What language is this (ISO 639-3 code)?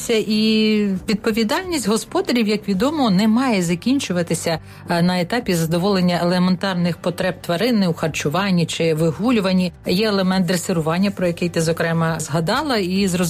ukr